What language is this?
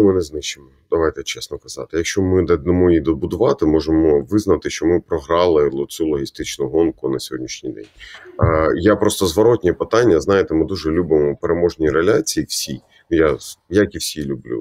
Ukrainian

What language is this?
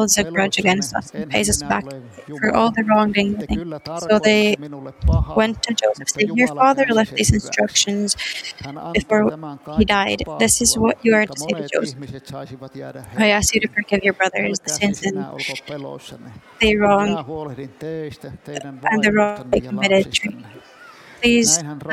Finnish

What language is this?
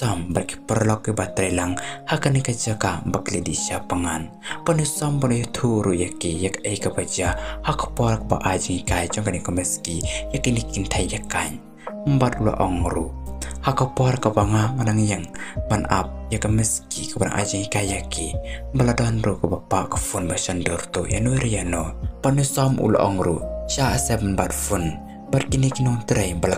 Khasi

